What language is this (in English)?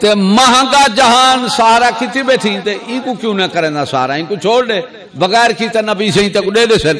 Saraiki